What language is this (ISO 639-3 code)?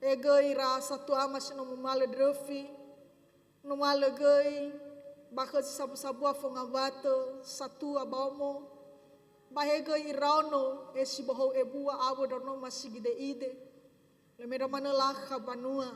nia